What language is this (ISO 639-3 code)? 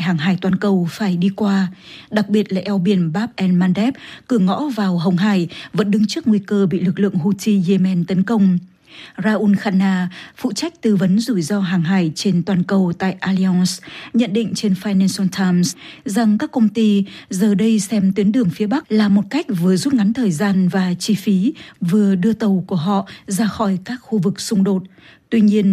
vie